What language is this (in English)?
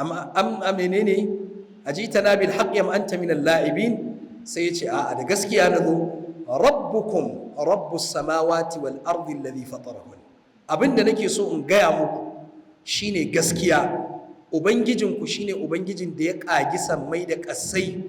Hausa